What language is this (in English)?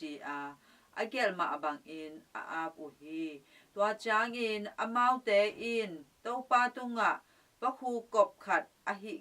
Tedim Chin